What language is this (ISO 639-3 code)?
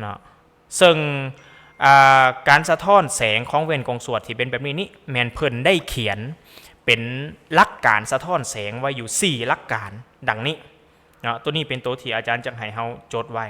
lao